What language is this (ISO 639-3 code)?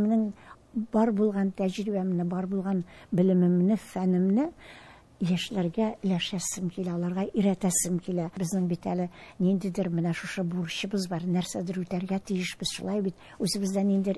tat